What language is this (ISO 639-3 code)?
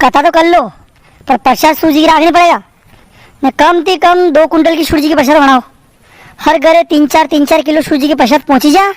raj